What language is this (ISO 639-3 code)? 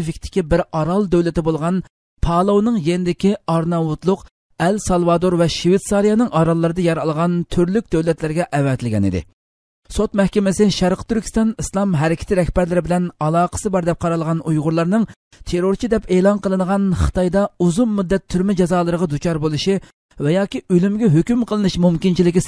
uig